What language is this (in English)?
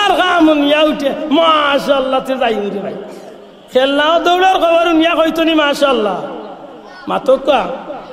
Sylheti